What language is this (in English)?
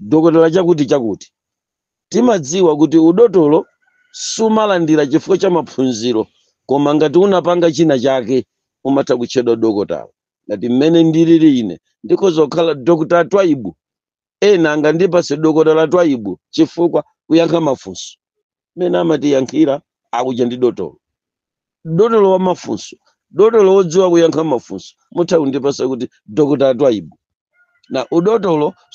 Nyanja